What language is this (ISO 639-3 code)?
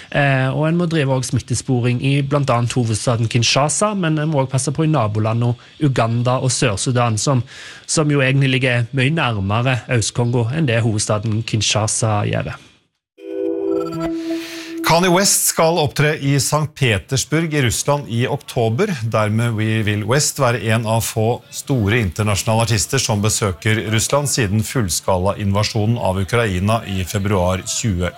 nor